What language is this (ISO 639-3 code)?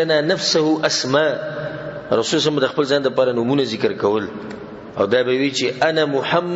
pus